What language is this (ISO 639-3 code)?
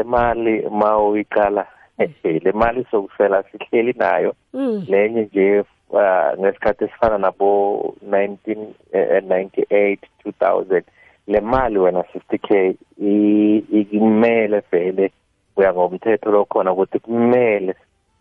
nbl